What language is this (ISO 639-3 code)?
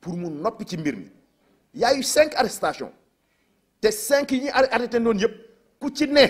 wol